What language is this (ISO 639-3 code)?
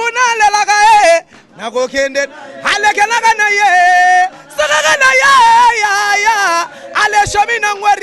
lin